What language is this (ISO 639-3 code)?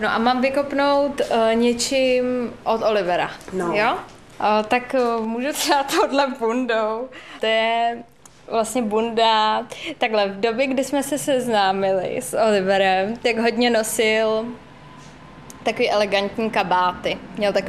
ces